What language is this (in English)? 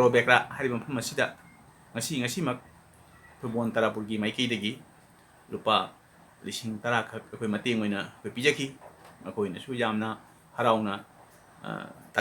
Manipuri